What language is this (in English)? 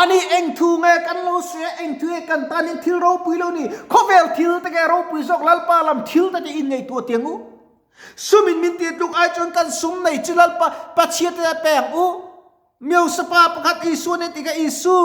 Mizo